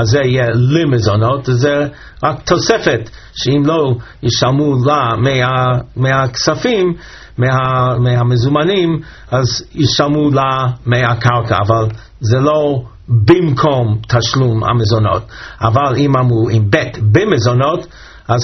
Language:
Hebrew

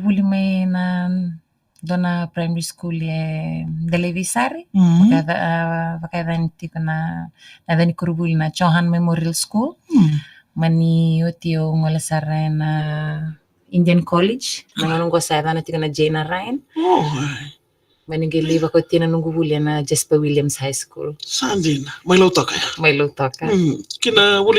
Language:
Fijian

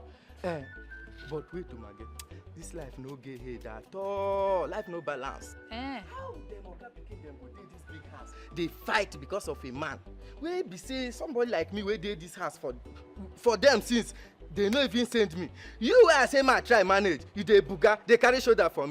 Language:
Nigerian Pidgin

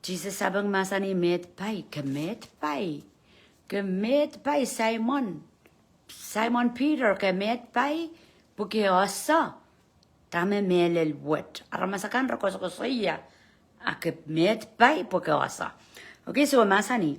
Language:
Pohnpeian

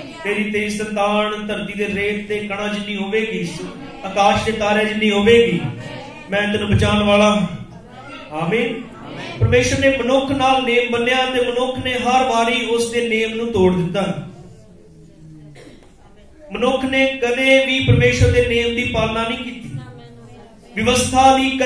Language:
Punjabi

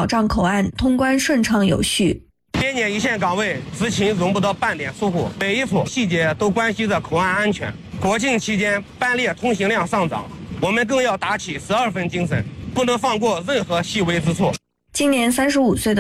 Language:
Chinese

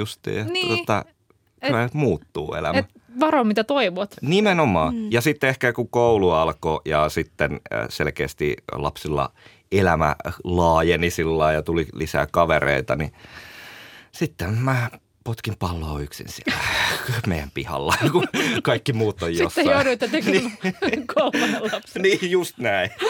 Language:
Finnish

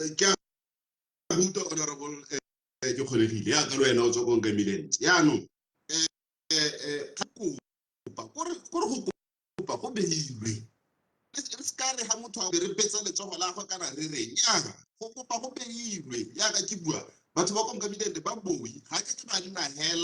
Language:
Tswana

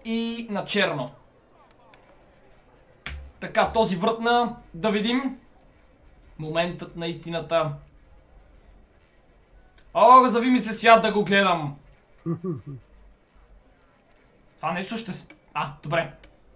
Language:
Bulgarian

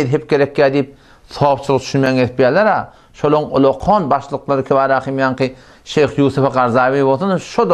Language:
Turkmen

